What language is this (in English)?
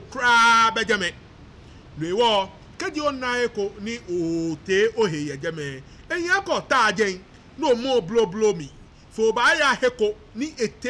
Ga